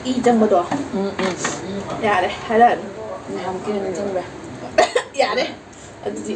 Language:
Manipuri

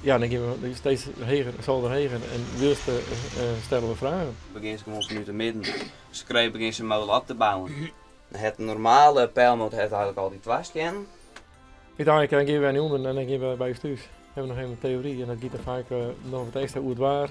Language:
Western Frisian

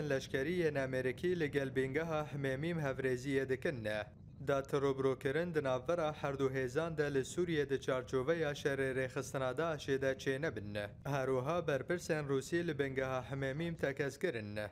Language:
Kurdish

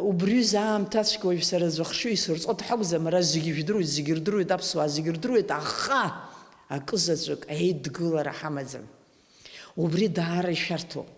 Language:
Abkhazian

